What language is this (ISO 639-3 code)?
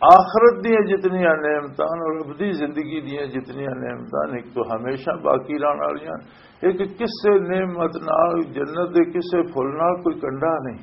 lah